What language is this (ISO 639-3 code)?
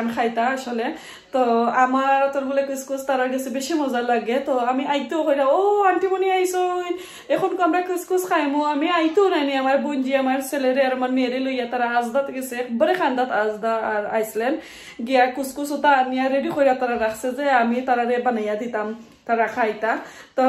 syl